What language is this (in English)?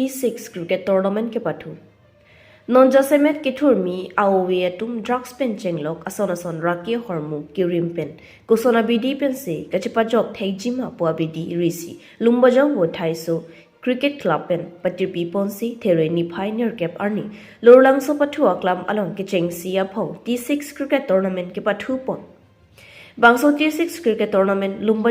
Karbi